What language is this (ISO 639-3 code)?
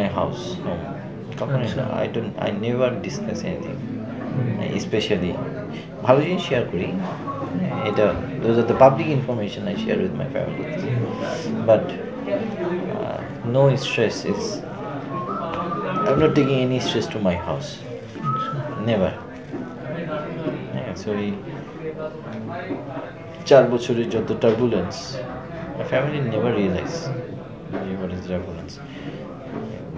ben